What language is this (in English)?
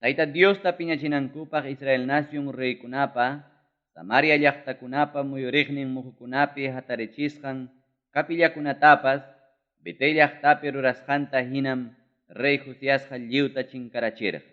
Ayacucho Quechua